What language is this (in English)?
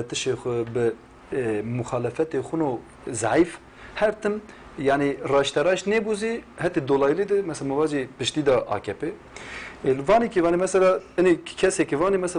Zaza